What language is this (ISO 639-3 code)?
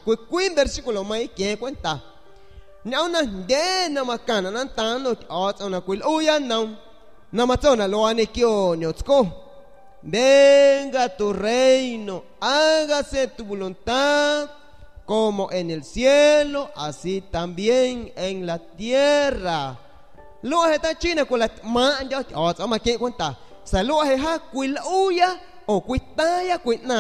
azg